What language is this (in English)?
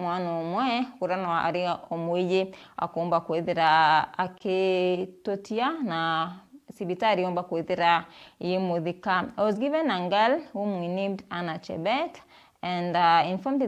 Meru